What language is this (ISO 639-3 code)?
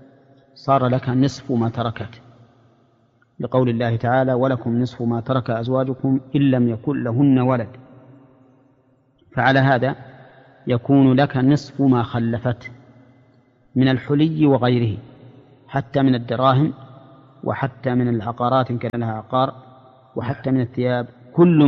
ara